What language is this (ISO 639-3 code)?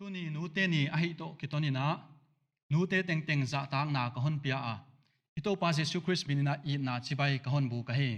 pck